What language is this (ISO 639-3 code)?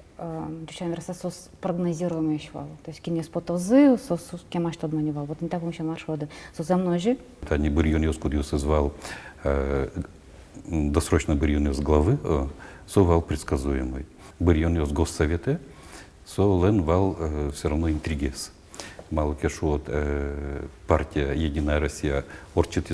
udm